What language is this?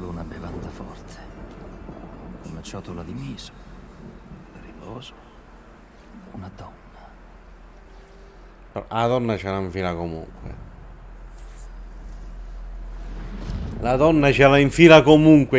Italian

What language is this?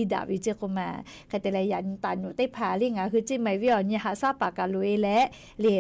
Lahu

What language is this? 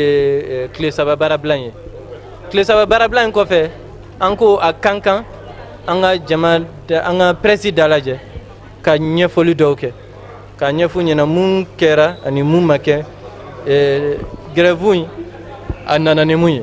Bambara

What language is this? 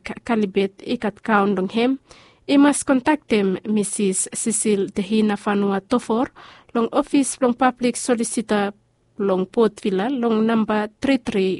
Bislama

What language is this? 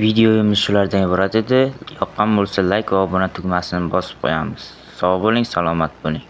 Uzbek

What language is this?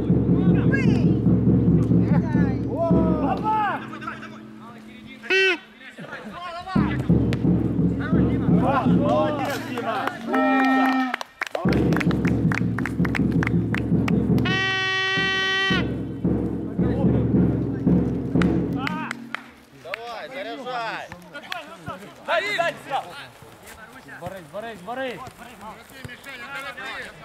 Ukrainian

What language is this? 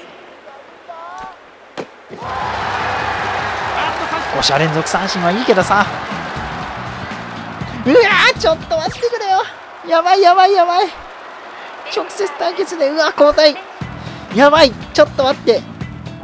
Japanese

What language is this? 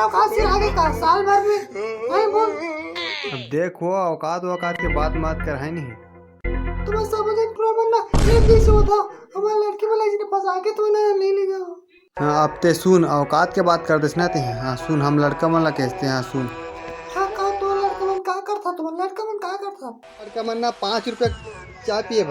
Chhattisgarhi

